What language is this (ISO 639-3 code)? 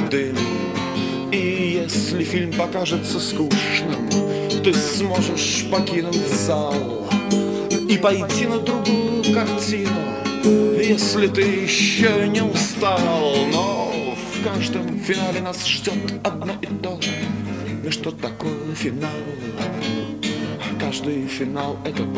rus